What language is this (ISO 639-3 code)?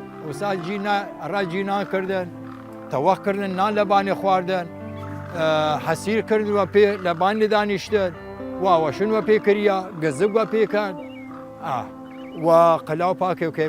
sdh